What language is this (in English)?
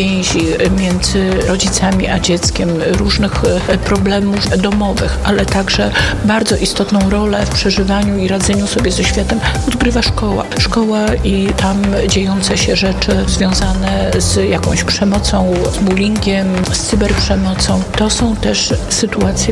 Polish